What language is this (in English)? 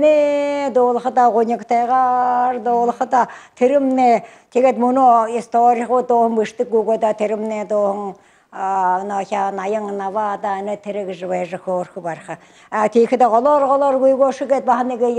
Buriat